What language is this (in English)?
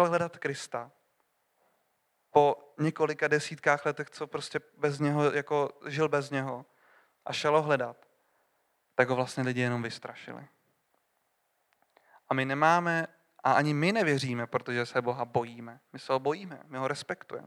Czech